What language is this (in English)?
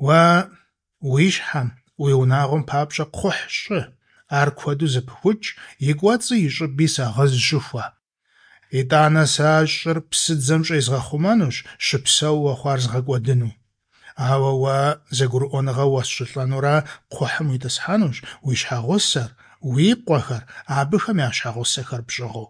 Kabardian